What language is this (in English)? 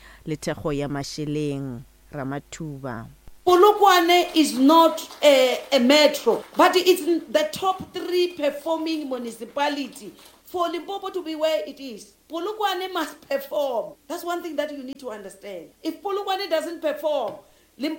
Northern Sotho